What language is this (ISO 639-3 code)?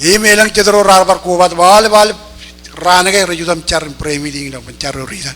mah